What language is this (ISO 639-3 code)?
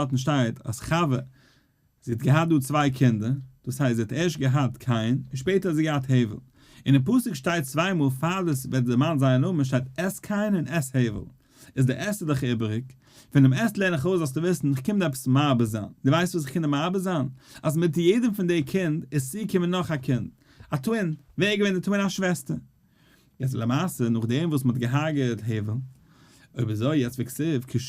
yid